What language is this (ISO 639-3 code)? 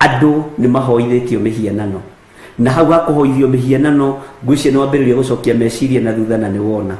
kik